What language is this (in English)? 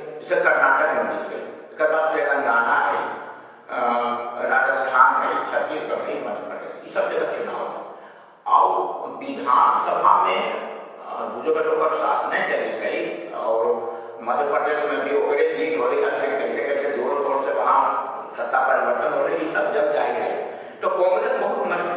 Magahi